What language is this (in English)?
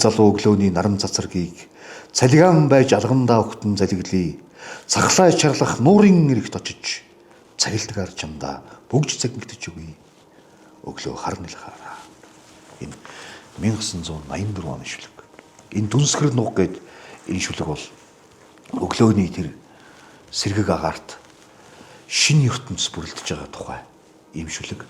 Mongolian